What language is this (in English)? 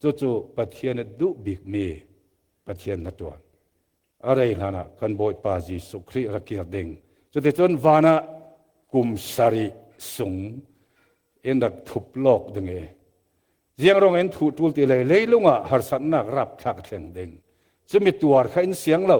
Falam Chin